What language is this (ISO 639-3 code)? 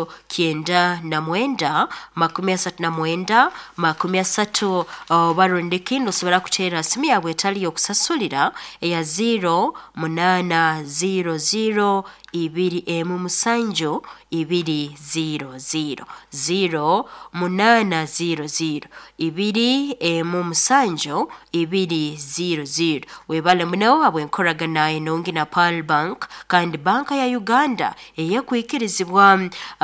nyo